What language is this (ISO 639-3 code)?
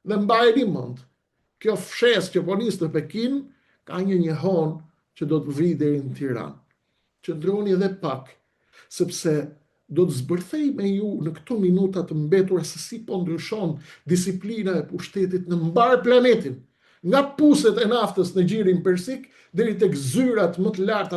sqi